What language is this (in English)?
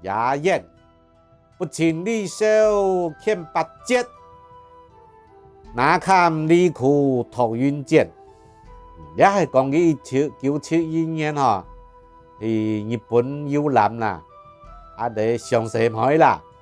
Hakka Chinese